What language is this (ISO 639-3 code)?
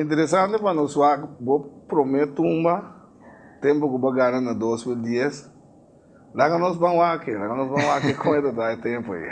pap